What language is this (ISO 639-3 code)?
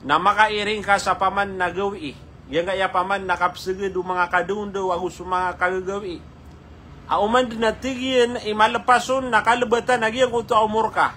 mrw